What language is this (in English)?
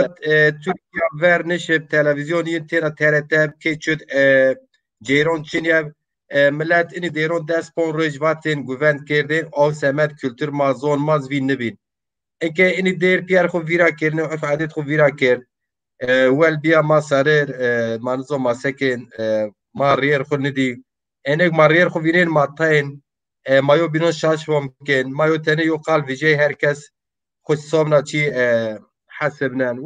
Zaza